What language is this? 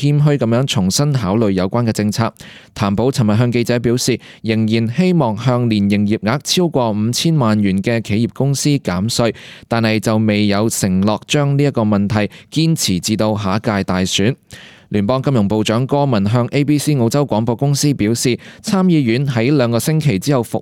Cantonese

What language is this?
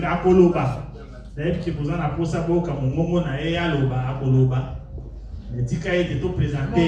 Lingala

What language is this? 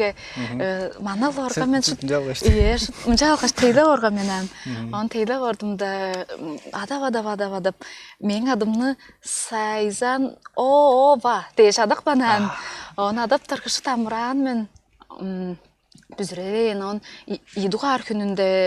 Tuvinian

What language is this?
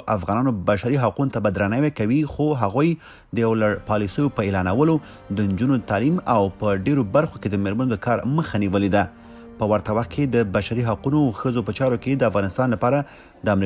Pashto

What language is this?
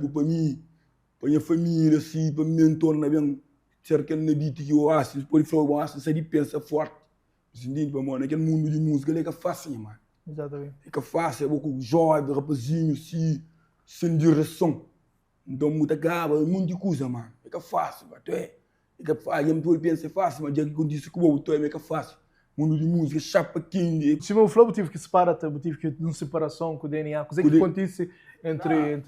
Kabuverdianu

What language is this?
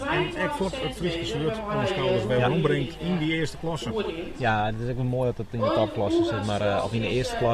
Western Frisian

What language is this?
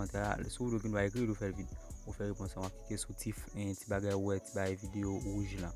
Haitian Creole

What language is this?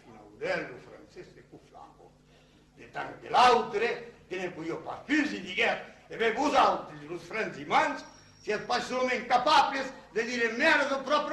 Occitan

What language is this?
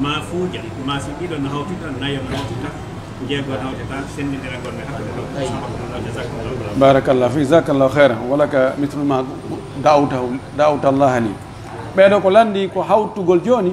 Pular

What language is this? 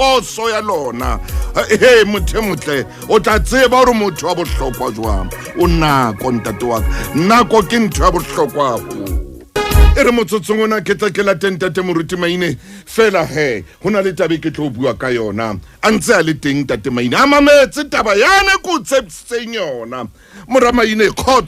Southern Sotho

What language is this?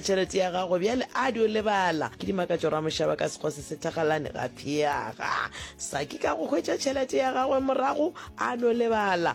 Northern Sotho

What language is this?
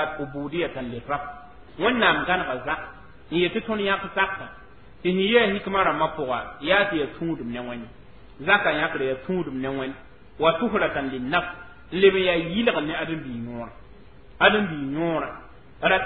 Mossi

